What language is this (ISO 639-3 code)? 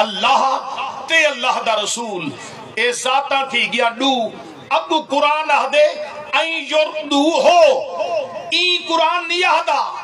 skr